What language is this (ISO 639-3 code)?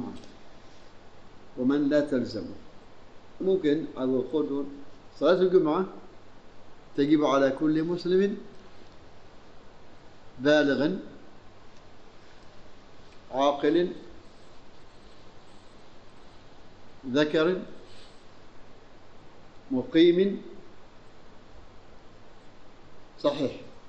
ara